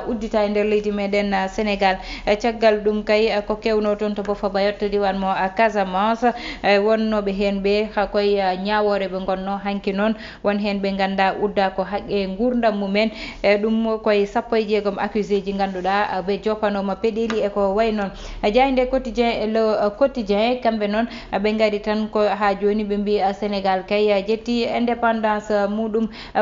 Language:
Fula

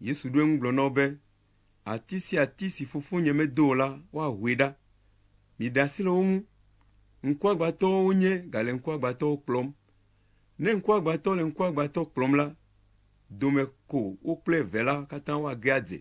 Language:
Ewe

